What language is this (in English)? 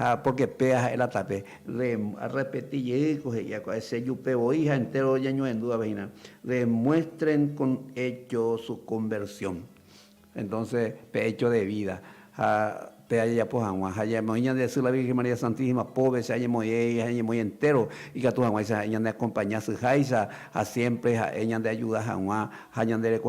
Guarani